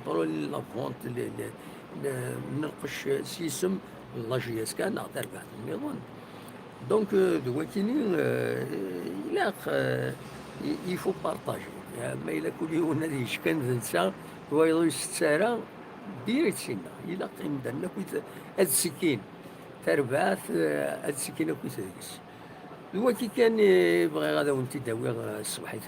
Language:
Kabyle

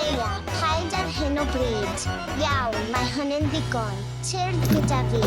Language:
Welsh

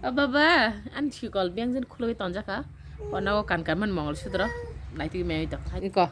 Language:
Kok Borok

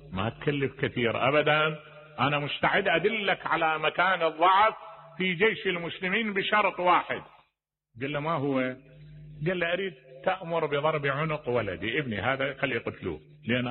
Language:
Mesopotamian Arabic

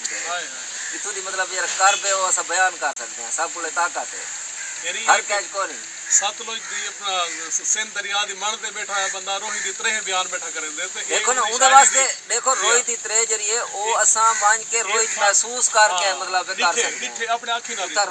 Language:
Saraiki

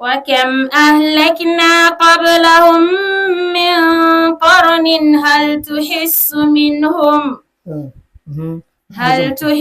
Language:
Dagbani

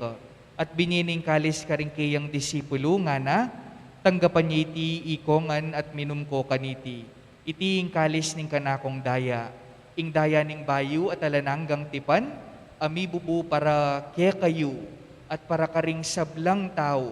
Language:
Pampanga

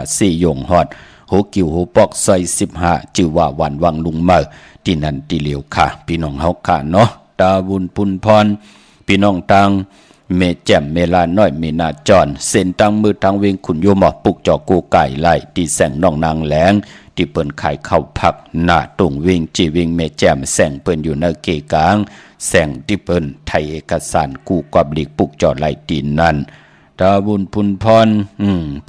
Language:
Shan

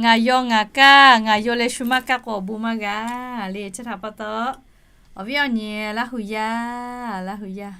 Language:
Lahu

